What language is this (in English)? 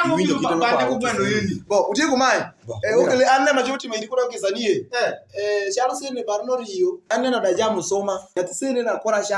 Alur